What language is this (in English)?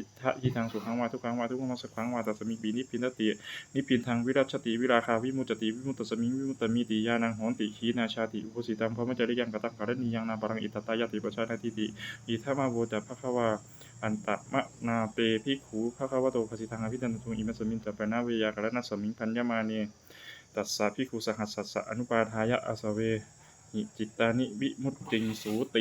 Pali